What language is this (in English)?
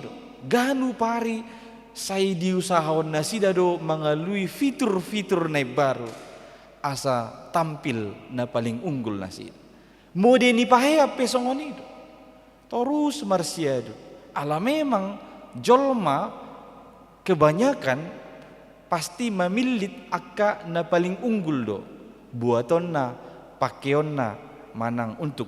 Batak Toba